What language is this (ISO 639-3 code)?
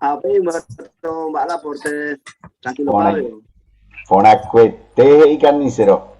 grn